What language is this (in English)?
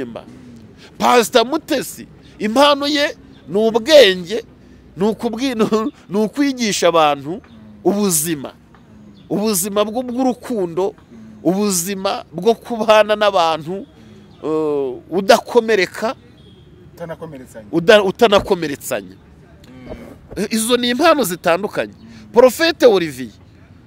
Kinyarwanda